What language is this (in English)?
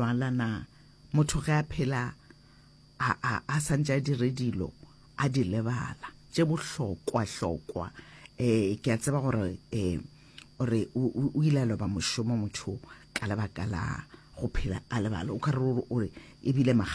Northern Sotho